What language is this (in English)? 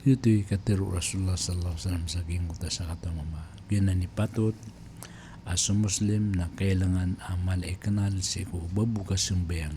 Maranao